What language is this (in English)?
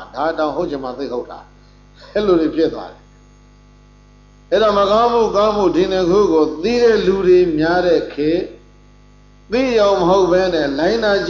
Burmese